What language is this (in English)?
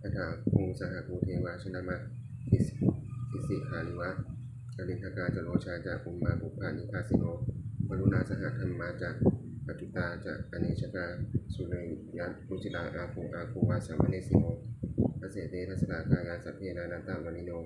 Pali